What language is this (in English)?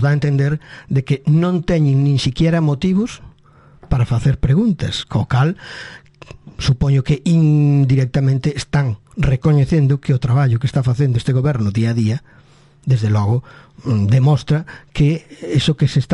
Galician